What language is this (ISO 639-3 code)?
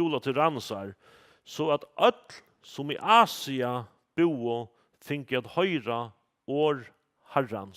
fao